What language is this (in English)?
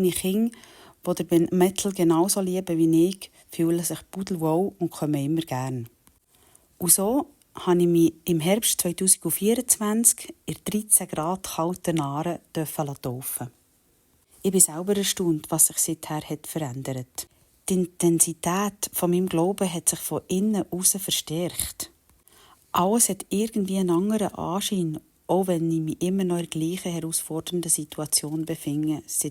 Swiss German